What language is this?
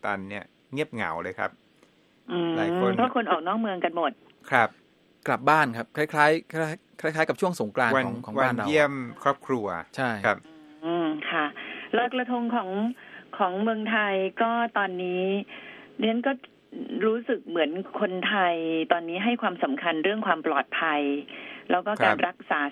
Thai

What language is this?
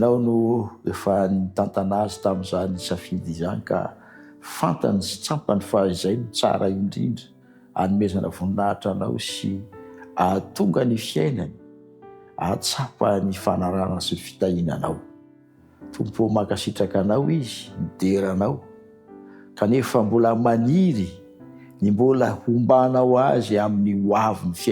Malagasy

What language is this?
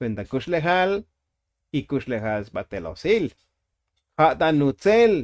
Tzotzil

